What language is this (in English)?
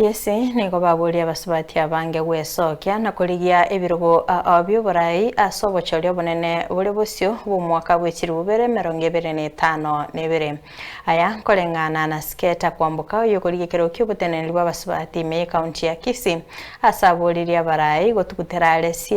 Gusii